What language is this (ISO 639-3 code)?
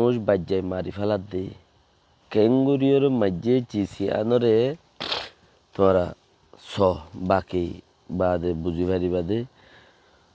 rhg